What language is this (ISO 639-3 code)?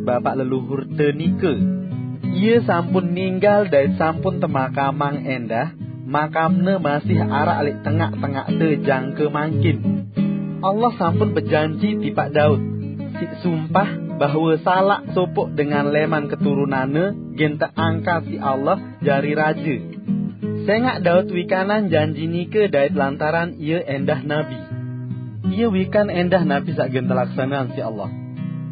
sas